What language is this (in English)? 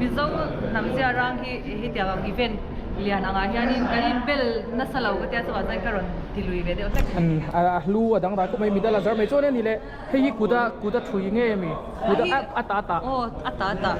Mizo